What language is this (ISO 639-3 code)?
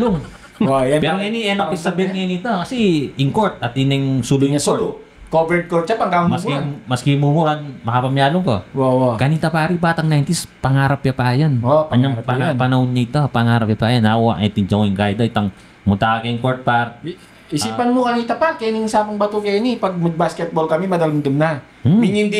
pam